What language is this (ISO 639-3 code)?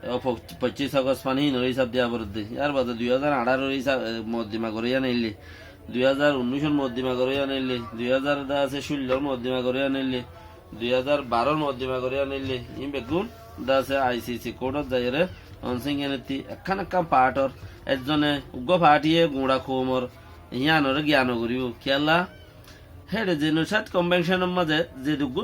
rhg